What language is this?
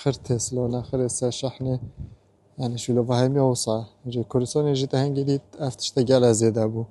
Kurdish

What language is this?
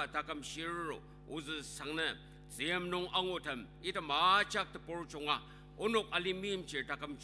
Ao Naga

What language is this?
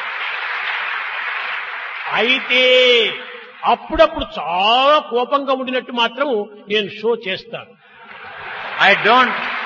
Telugu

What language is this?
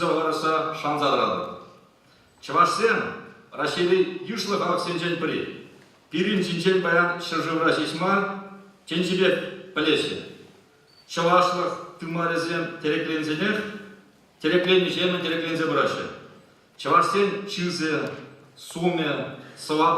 Chuvash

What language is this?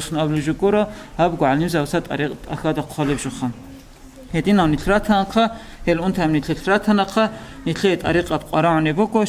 Avaric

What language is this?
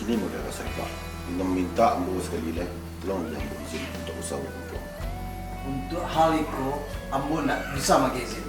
Minangkabau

